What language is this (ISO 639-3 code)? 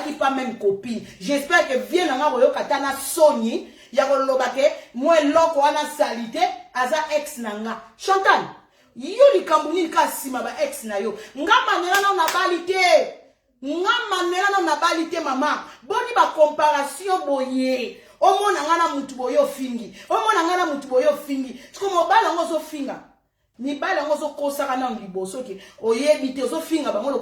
lin